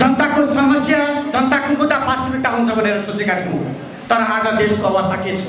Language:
Nepali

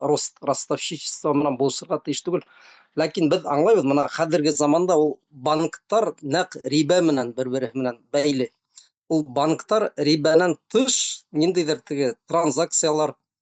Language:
Bashkir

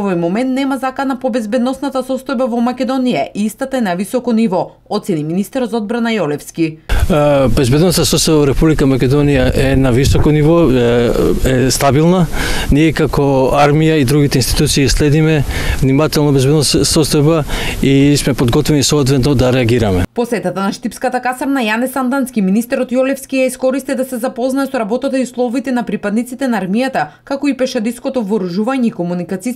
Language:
Macedonian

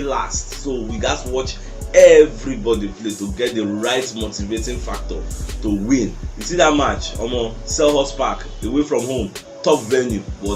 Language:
Nigerian Pidgin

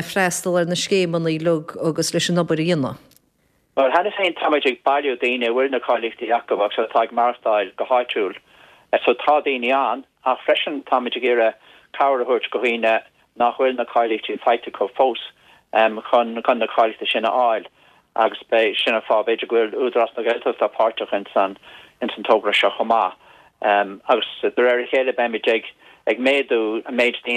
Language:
Irish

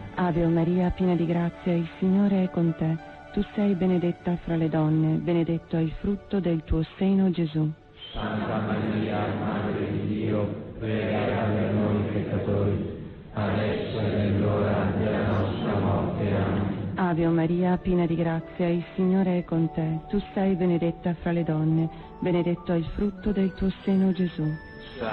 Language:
Italian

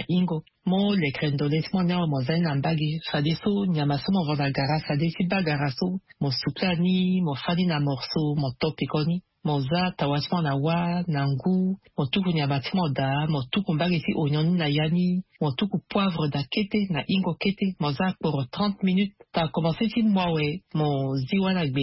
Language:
Sango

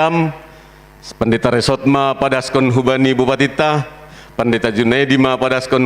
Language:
Batak Simalungun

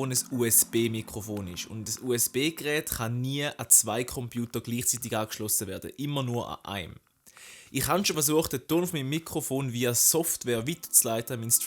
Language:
Swiss German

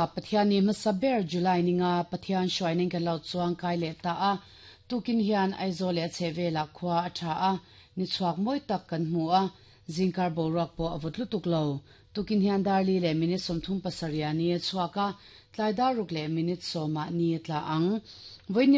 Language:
Mizo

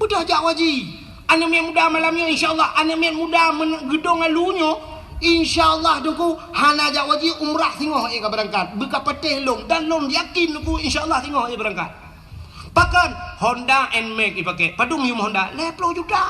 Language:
Achinese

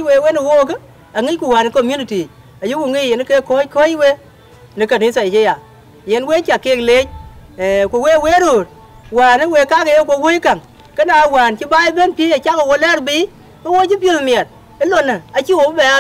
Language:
Dinka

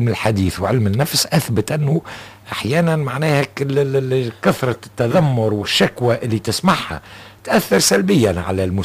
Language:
Tunisian Arabic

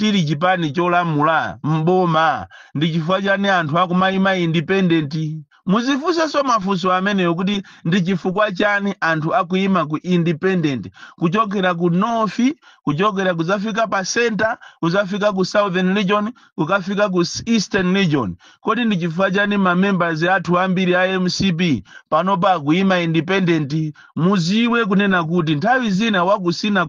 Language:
Nyanja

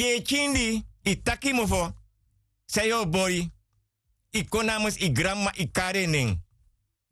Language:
Sranan Tongo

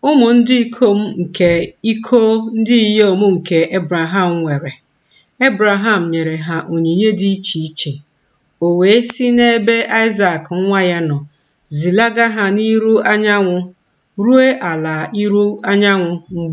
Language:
Igbo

